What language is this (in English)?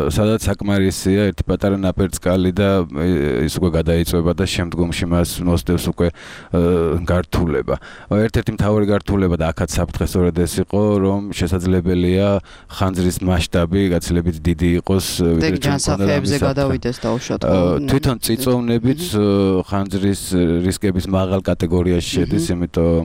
Georgian